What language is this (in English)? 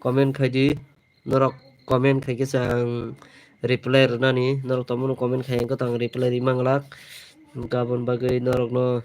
Kok Borok